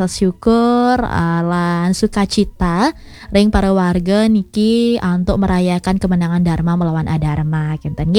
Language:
Balinese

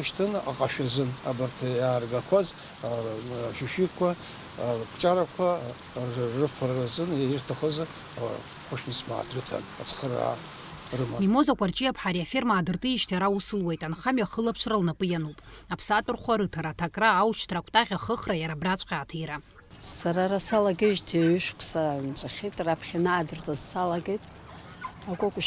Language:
Abkhazian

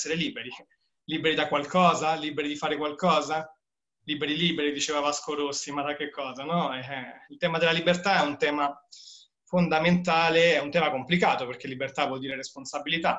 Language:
Italian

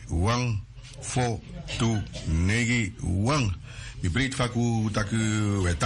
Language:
Sranan Tongo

